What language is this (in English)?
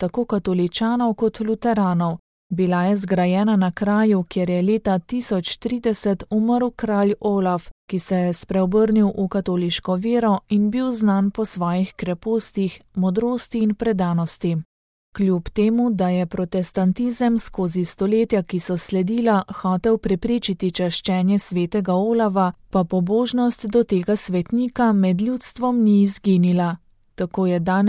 Slovenian